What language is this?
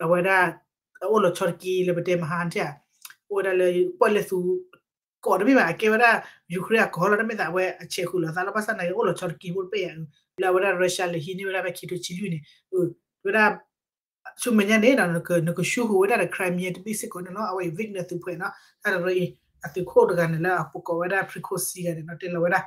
S'gaw Karen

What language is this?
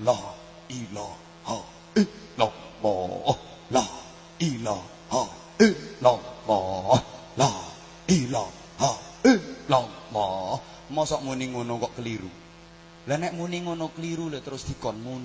Javanese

